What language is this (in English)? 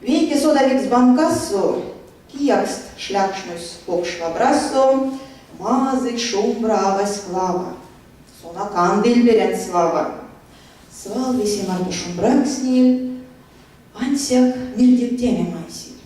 Erzya